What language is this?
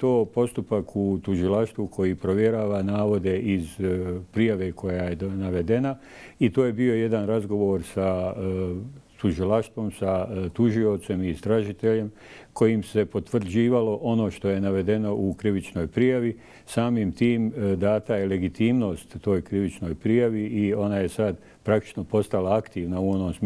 Bosnian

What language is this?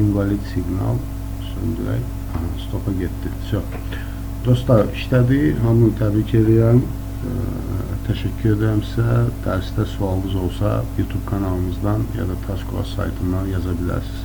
Azerbaijani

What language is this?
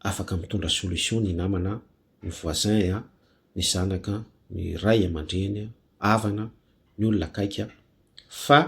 Malagasy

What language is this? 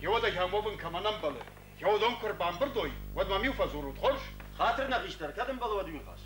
Ossetic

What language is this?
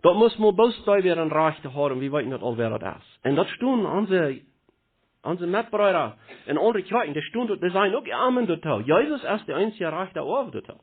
Plautdietsch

